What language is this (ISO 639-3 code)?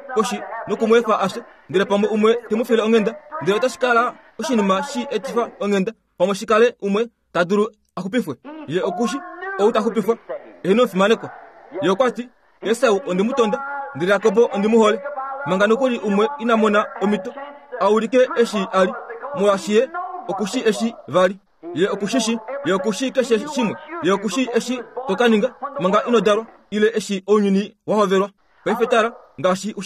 kua